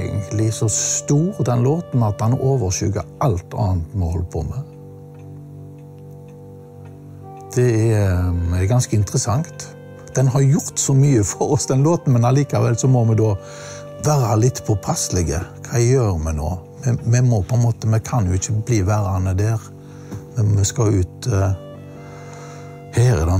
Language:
Norwegian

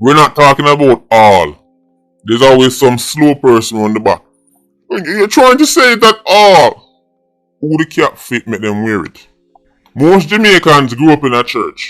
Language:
Jamaican Creole English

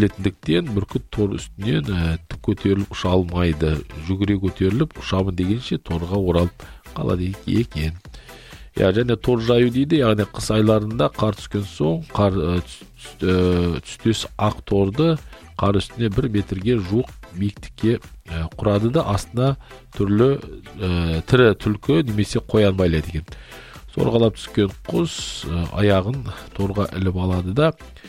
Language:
Kazakh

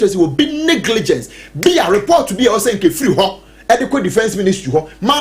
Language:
Akan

